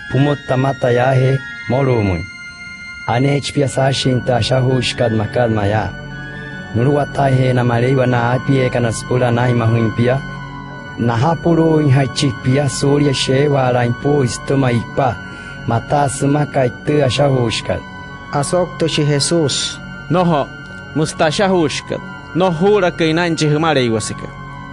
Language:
Wayuu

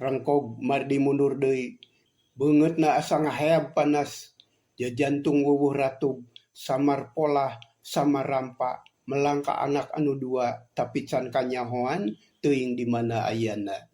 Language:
Sundanese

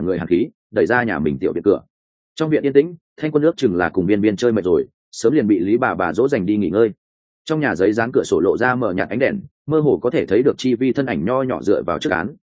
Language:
Vietnamese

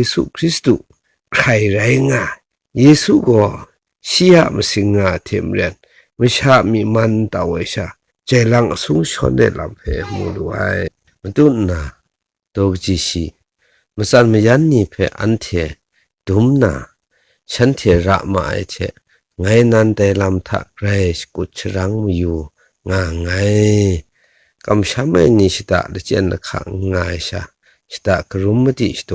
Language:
Kachin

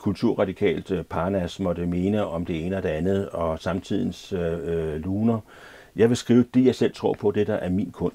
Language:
Danish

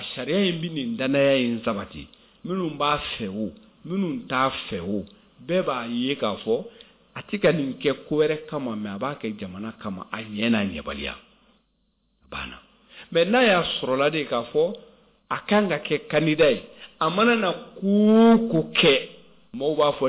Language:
Bambara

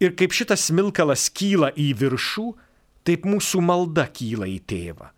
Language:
Lithuanian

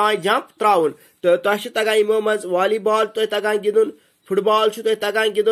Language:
Kashmiri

